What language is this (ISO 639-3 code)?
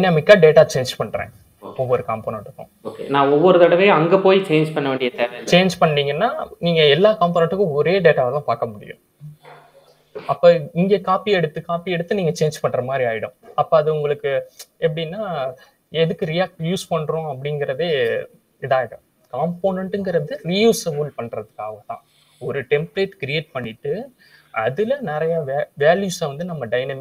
tam